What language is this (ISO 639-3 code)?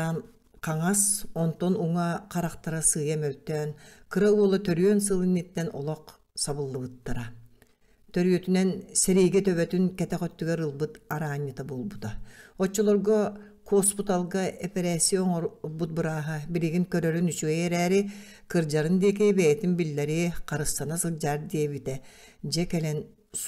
sah